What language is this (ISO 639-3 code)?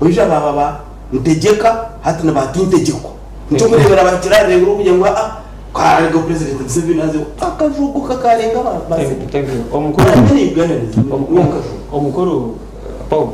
nyn